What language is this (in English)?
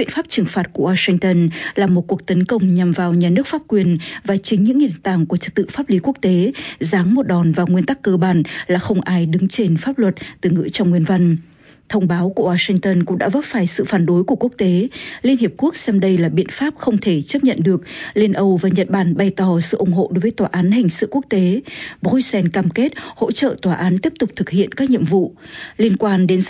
Vietnamese